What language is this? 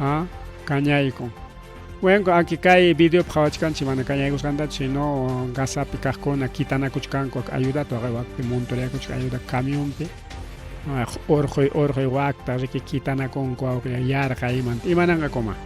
Ayacucho Quechua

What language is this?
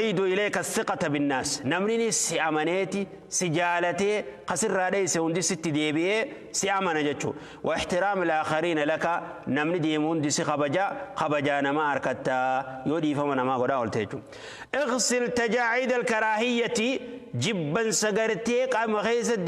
Oromo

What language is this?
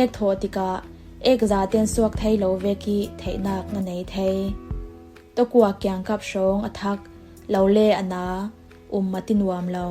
Falam Chin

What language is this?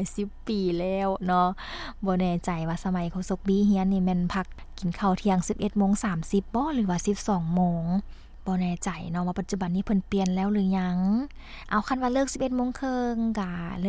Lao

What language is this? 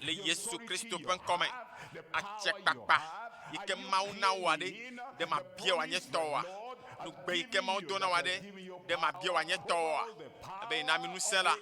Ewe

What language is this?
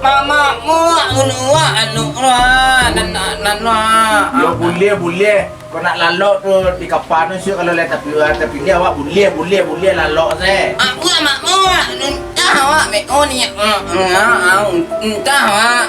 Minangkabau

